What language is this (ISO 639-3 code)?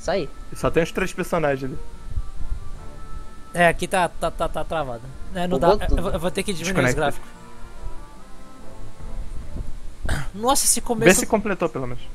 por